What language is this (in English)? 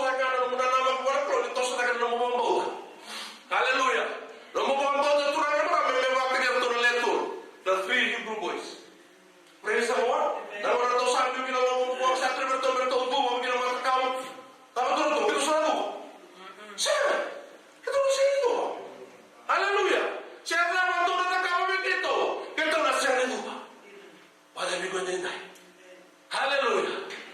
Fijian